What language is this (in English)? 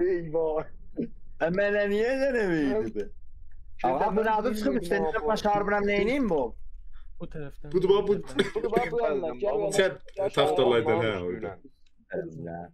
South Azerbaijani